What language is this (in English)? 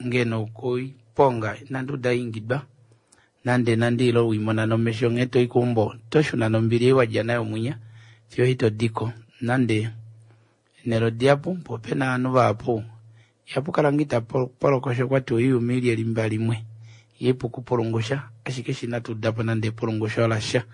Kuanyama